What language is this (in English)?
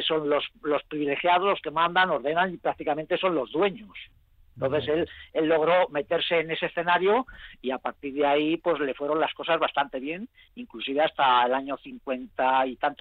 Spanish